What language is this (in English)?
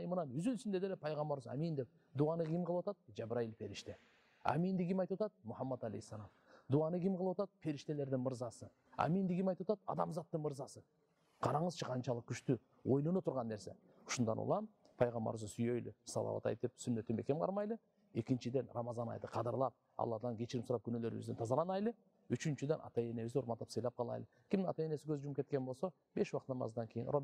Kyrgyz